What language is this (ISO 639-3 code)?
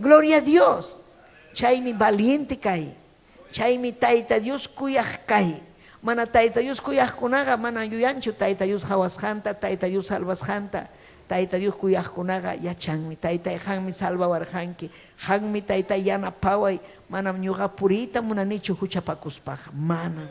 quy